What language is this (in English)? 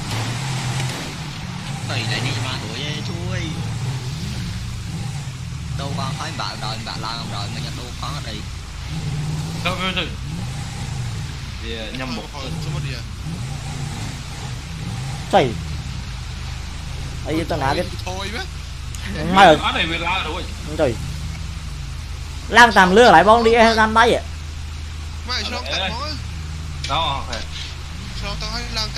Vietnamese